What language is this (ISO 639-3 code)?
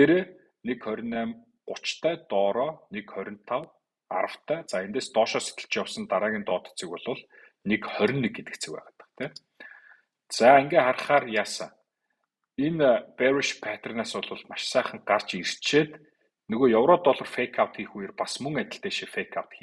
mon